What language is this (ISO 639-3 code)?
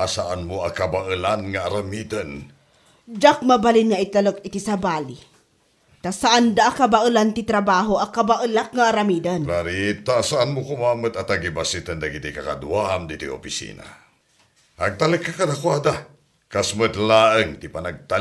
ilo